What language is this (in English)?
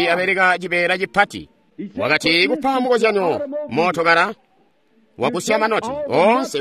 Tonga (Zambia)